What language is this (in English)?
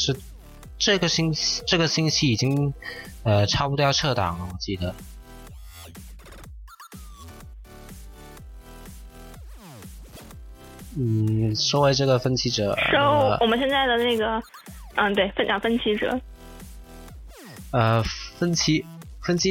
Chinese